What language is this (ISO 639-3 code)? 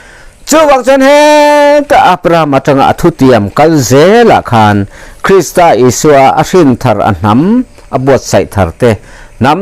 lus